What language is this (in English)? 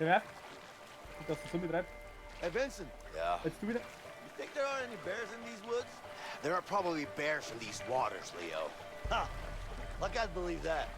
Bavarian